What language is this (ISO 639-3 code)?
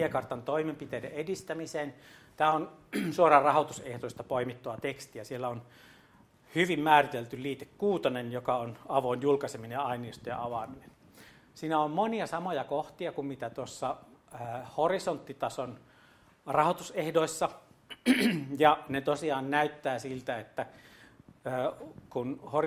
fin